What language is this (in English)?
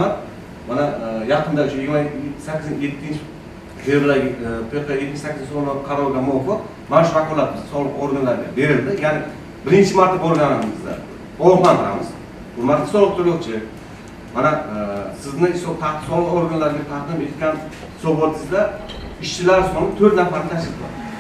Uzbek